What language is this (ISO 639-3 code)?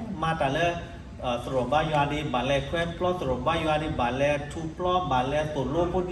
ksw